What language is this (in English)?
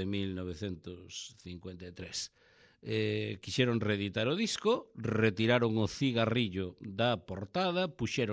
Galician